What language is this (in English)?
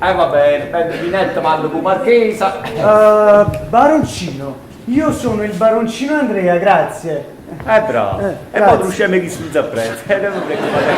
Neapolitan